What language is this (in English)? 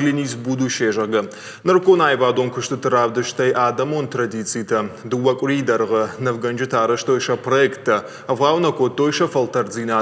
Ossetic